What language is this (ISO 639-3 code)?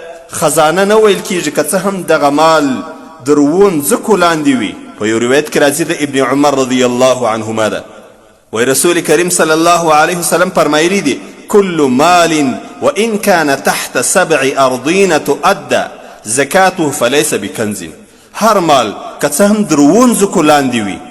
pus